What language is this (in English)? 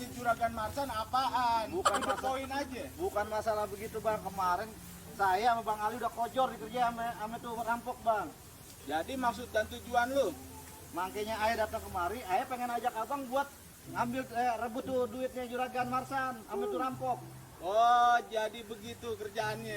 Betawi